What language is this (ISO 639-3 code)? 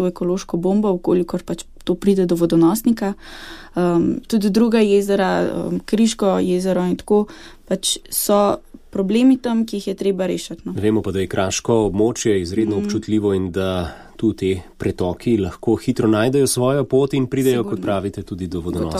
slv